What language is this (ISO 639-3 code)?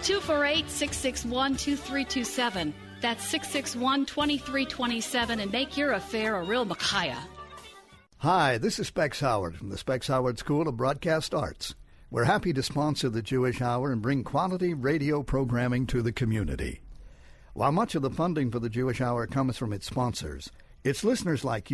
eng